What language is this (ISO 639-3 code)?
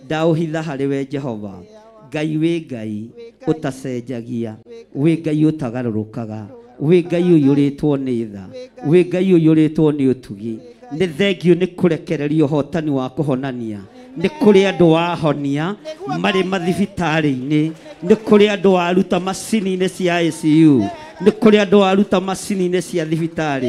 kik